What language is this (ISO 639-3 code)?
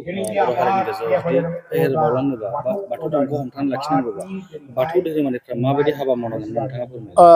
brx